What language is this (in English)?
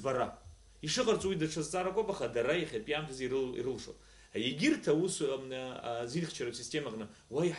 Abkhazian